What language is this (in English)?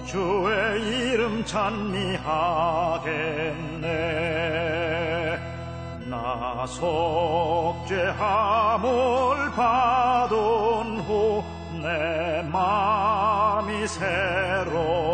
Korean